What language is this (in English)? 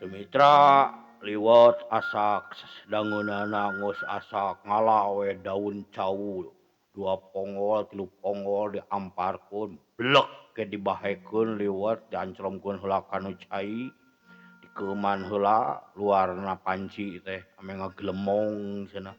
Sundanese